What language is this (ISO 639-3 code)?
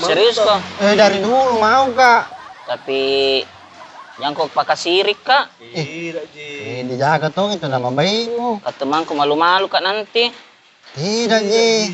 mfp